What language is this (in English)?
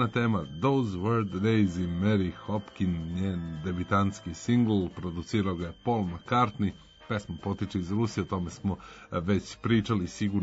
Serbian